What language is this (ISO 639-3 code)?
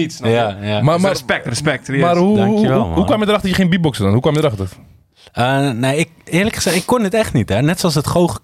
nld